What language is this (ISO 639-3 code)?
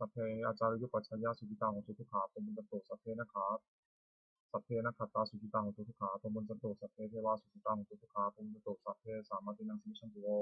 pli